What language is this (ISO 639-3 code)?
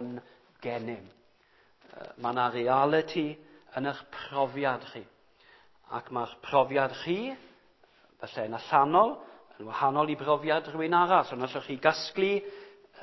cym